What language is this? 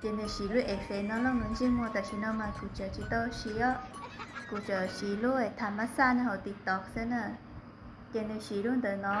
Hmong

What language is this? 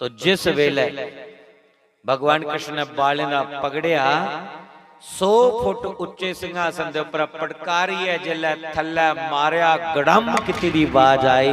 Dogri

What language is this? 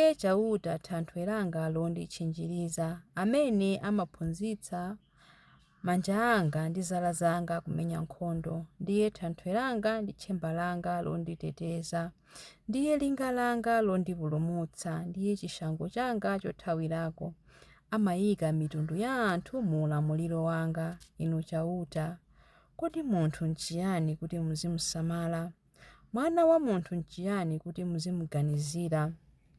Nyanja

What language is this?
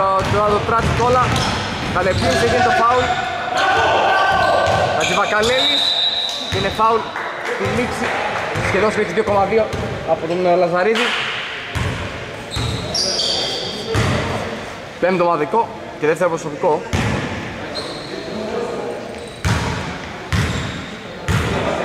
Greek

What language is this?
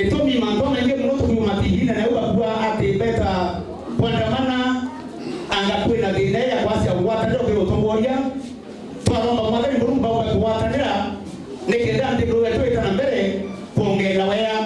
Meru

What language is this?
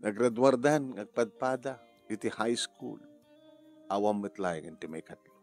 Iloko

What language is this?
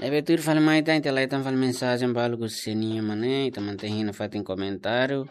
Tetum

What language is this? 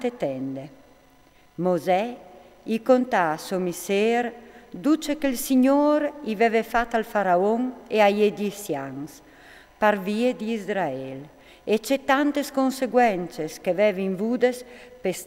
Friulian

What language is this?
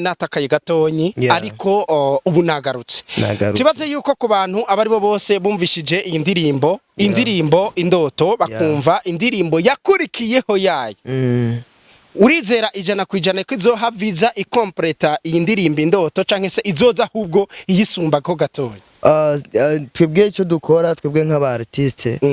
Rundi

